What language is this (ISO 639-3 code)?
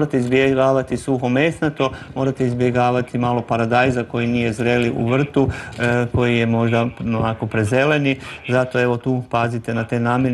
hrv